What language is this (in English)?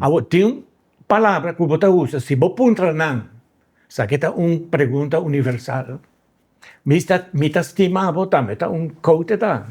Papiamento